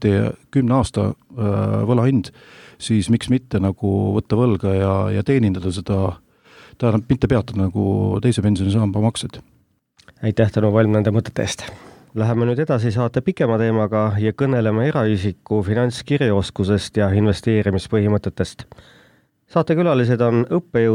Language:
Estonian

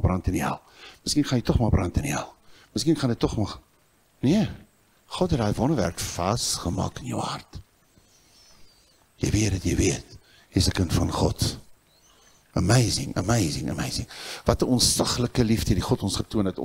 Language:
Afrikaans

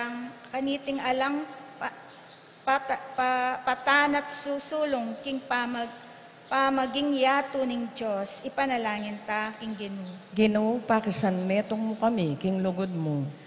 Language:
Pampanga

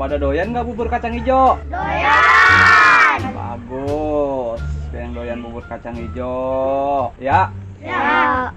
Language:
Betawi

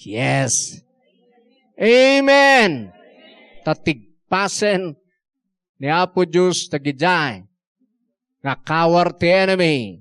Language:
Iloko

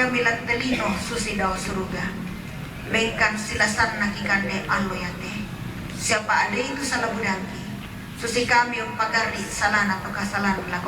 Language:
Toraja-Sa'dan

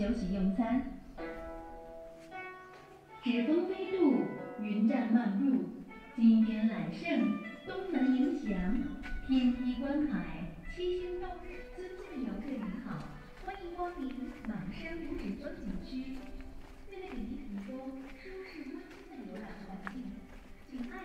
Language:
Chinese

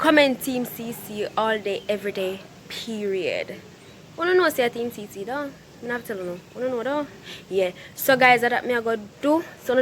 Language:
Jamaican Creole English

